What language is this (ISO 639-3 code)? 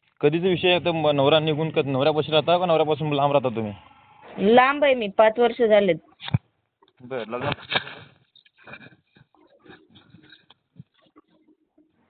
mar